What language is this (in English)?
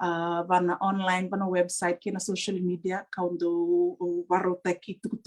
Fijian